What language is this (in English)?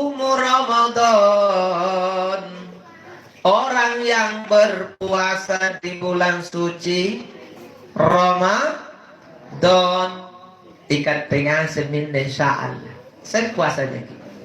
Makasar